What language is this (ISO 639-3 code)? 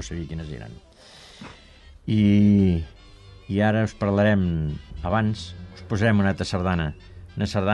cat